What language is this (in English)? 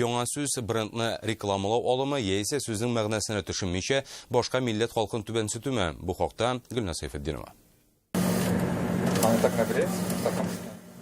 Tatar